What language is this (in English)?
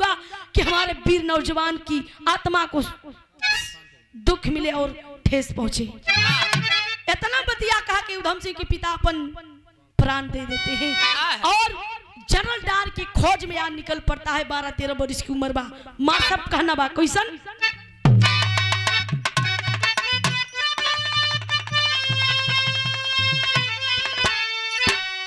Bhojpuri